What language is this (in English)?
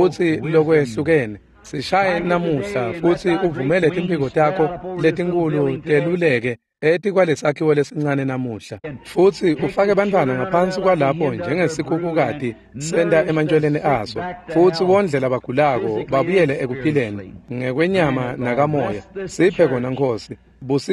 Swati